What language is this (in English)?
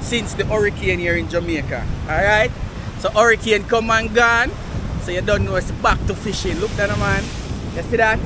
Jamaican Creole English